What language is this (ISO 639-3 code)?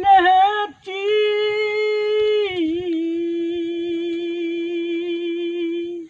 bbc